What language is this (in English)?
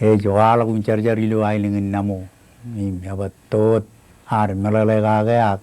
Marshallese